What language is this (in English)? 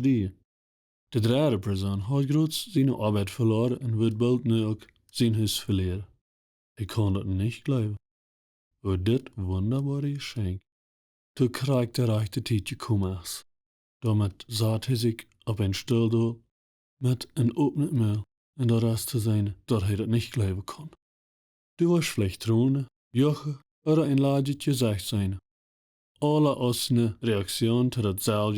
Plautdietsch